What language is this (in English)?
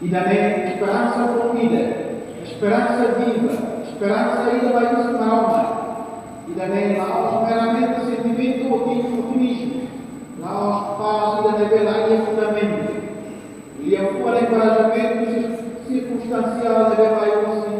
Tetum